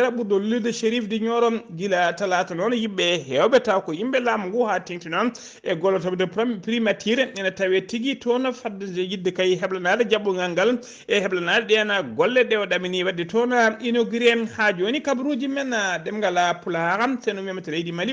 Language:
Fula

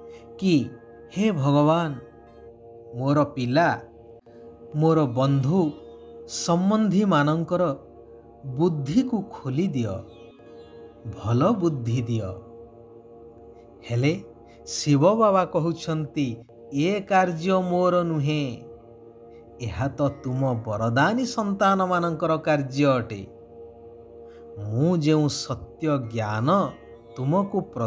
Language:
Odia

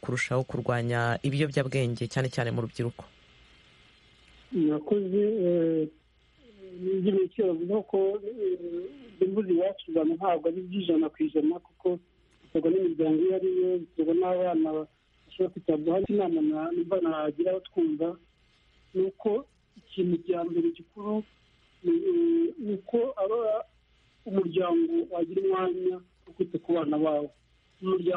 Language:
Kinyarwanda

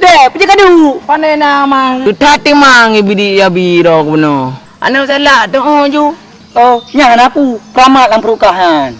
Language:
Achinese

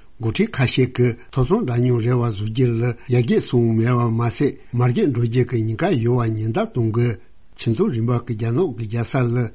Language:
Tibetan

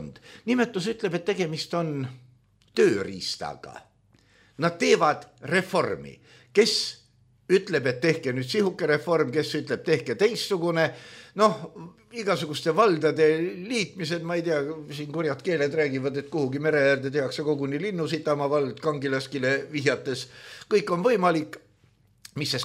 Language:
Estonian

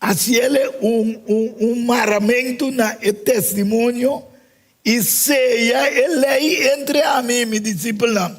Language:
Papiamento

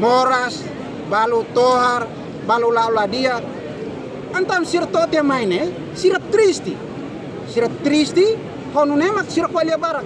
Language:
Tetum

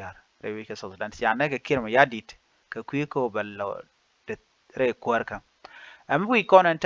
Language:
Nuer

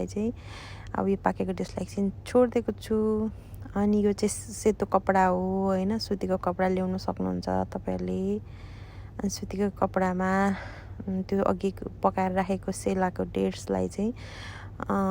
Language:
Nepali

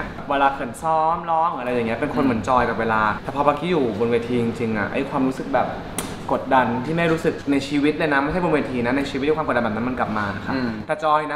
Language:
Thai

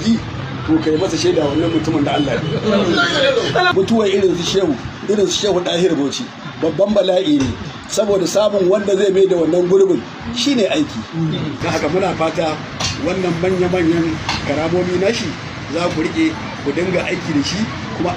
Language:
Hausa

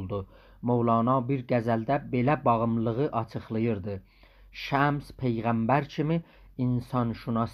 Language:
South Azerbaijani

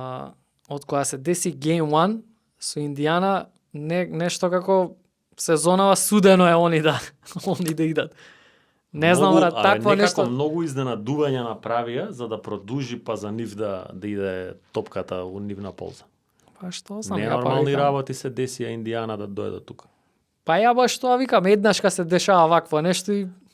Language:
Macedonian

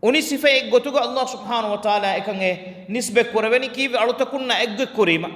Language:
Divehi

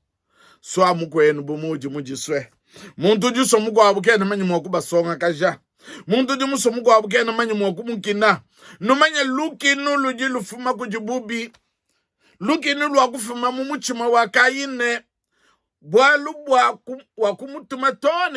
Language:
Luba-Lulua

